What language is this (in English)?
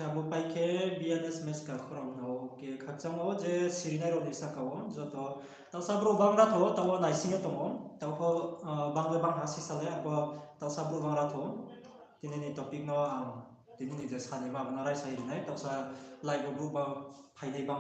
Riang (India)